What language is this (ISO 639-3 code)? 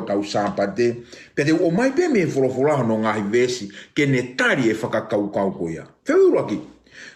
ton